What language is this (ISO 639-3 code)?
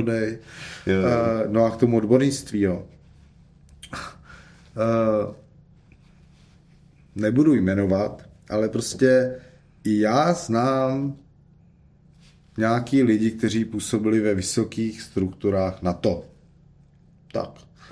ces